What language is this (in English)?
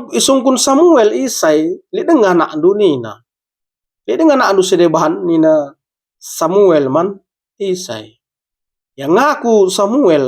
Batak Karo